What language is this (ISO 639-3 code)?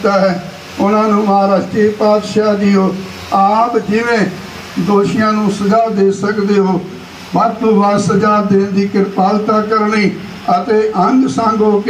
pan